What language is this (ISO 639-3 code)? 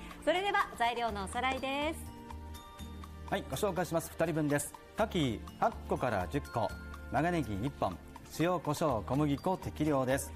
jpn